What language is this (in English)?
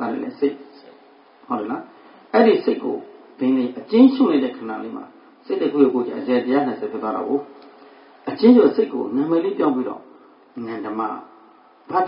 Burmese